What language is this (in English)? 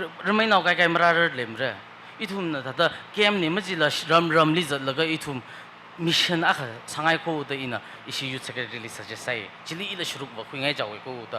Tangkhul Naga (India)